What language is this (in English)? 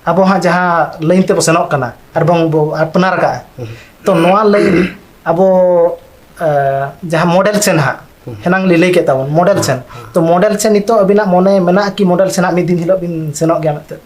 Santali